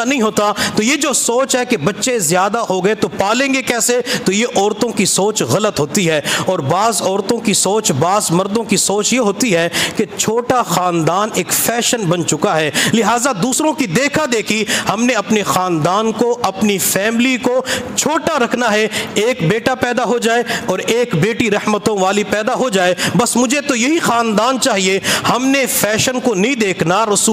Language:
Urdu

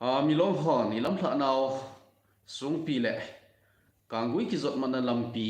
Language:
Thado Chin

